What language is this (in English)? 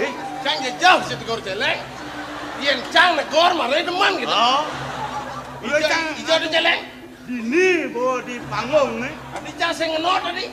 Balinese